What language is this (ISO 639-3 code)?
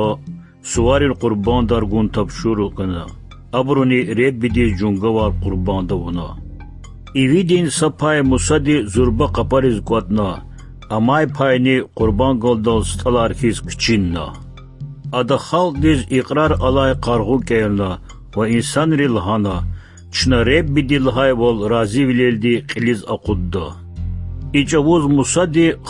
lez